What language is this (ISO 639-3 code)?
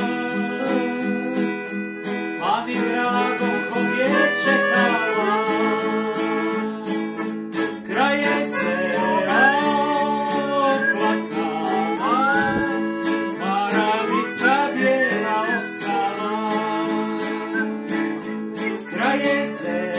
hrv